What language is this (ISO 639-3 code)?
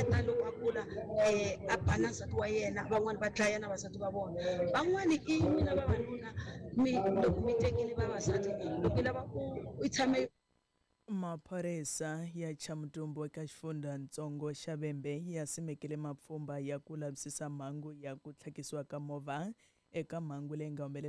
tso